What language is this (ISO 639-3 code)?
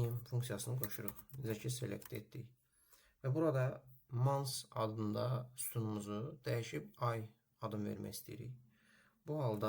aze